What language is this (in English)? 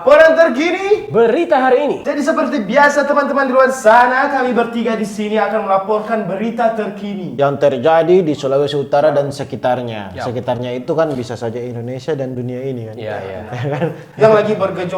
Manado Malay